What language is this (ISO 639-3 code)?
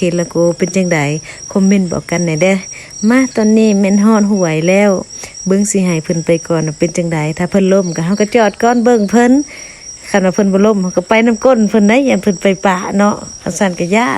lao